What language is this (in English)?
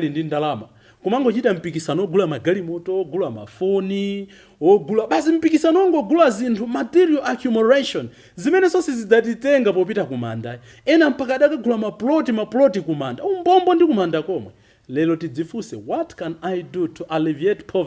Nyanja